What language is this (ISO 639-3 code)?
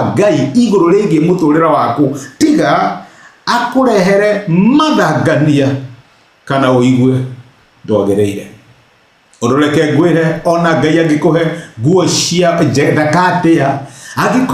kik